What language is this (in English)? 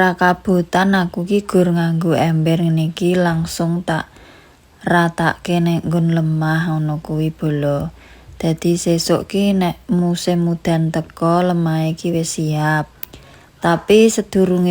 Javanese